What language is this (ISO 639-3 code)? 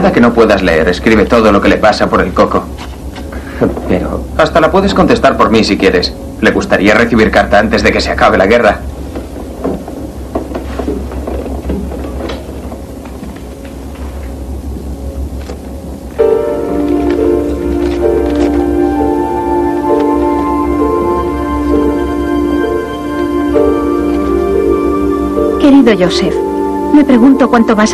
spa